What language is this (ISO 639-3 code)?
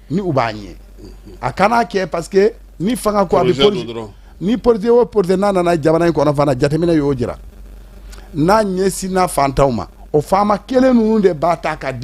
bam